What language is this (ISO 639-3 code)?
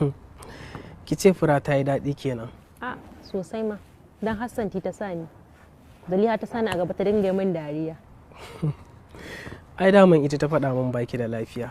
hau